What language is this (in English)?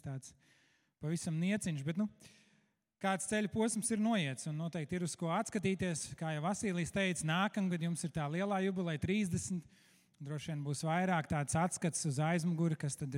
Latvian